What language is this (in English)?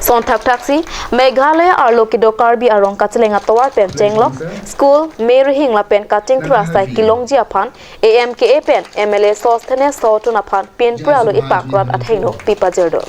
Karbi